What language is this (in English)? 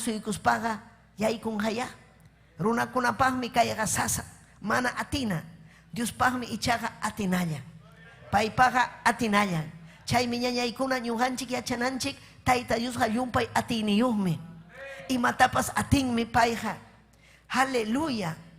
Ayacucho Quechua